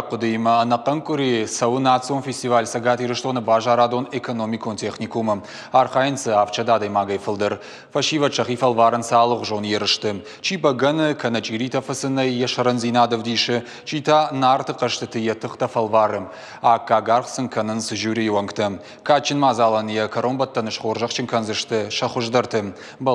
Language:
Ossetic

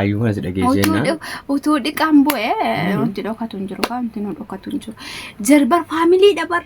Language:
Oromo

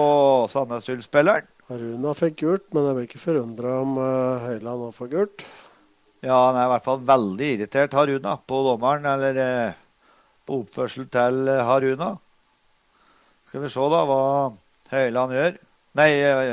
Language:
Norwegian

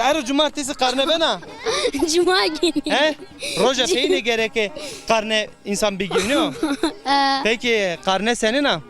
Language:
Zaza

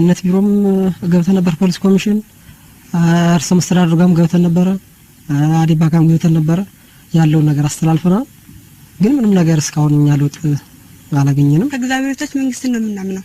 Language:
Amharic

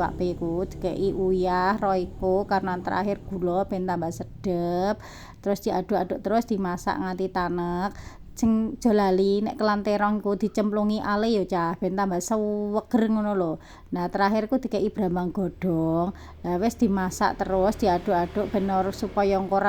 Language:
Javanese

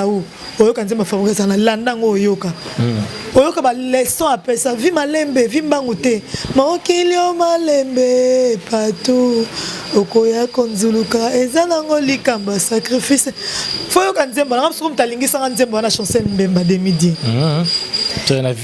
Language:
Lingala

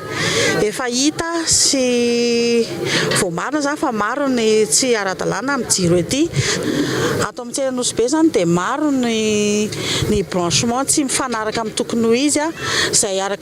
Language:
Malagasy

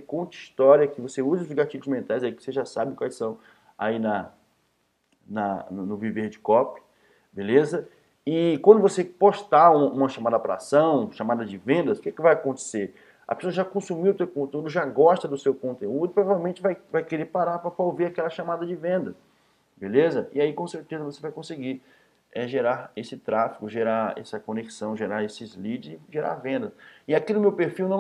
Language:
Portuguese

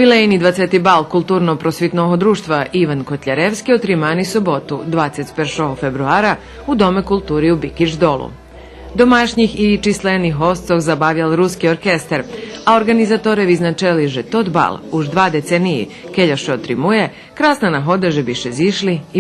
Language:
Rusyn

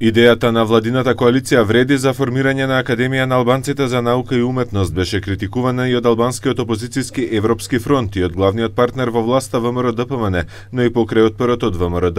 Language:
Macedonian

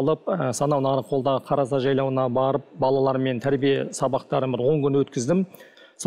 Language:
Kazakh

